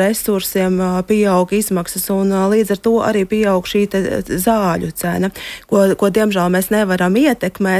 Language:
Latvian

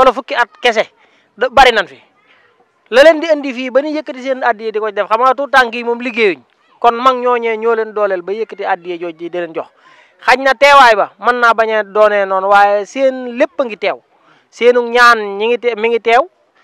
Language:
Wolof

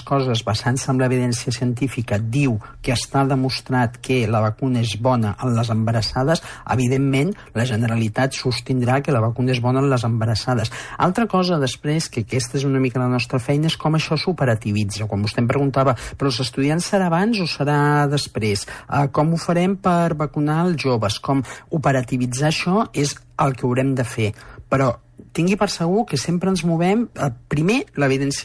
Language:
Catalan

